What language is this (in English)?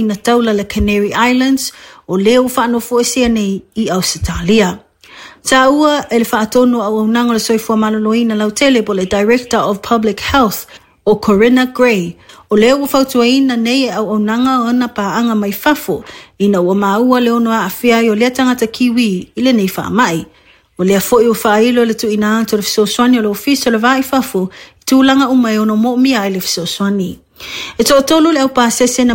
Samoan